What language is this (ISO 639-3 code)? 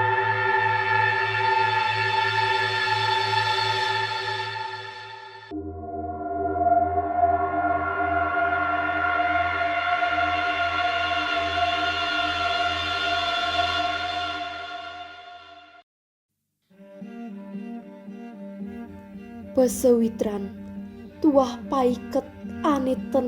ban